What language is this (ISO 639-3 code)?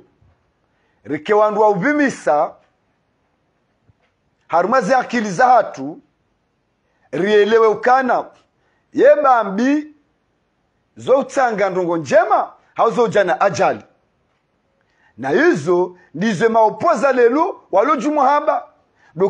swa